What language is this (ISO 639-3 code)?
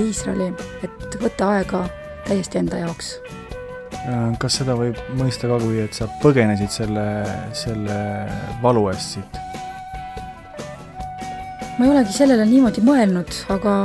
est